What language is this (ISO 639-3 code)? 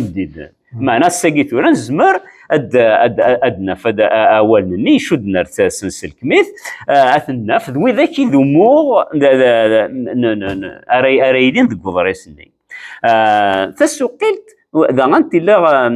kab